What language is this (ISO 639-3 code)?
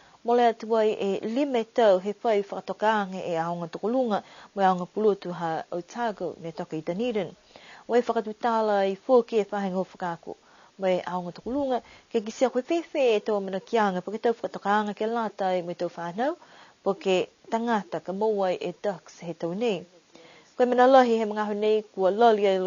niu